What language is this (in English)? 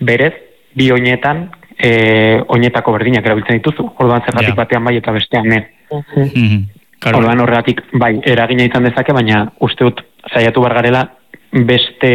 Basque